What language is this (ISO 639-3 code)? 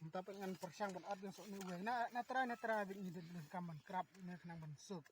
kha